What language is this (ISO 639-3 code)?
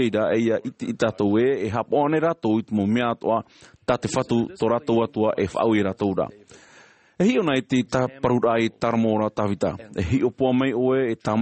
tah